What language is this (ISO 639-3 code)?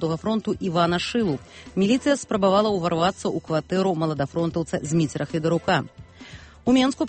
bel